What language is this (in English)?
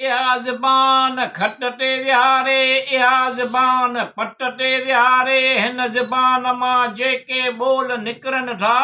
Sindhi